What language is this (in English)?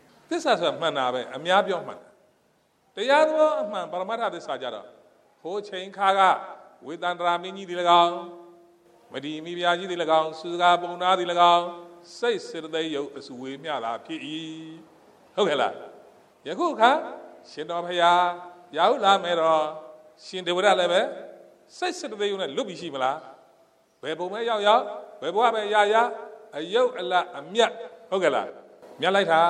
Burmese